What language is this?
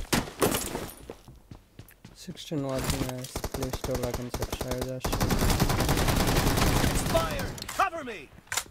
Telugu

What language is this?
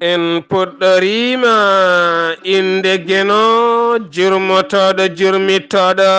Fula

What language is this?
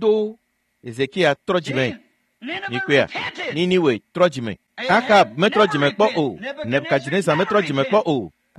Ewe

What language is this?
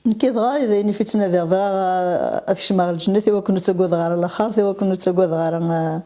Kabyle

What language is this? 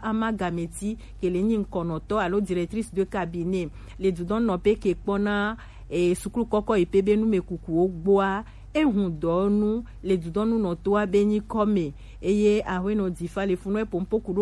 Gen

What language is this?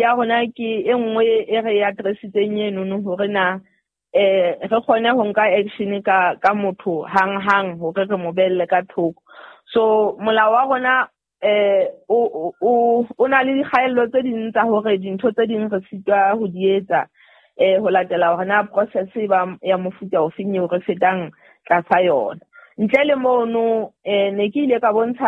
Southern Sotho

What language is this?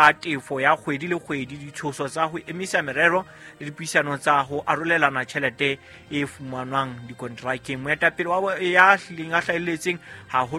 Southern Sotho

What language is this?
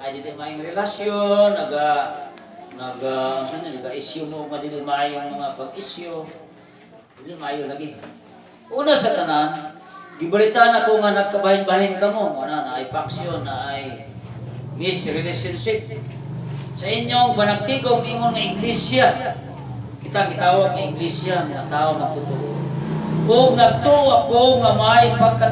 Cebuano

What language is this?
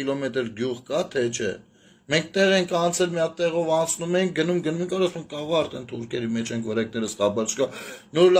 Armenian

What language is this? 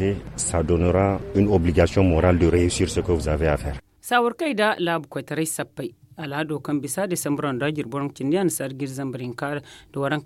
Zarma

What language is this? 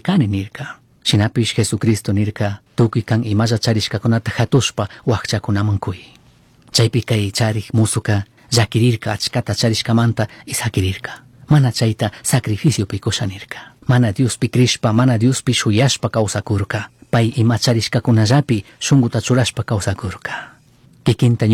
Chimborazo Highland Quichua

